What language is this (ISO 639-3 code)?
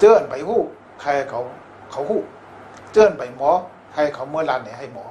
shn